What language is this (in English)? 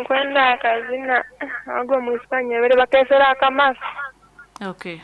Nyoro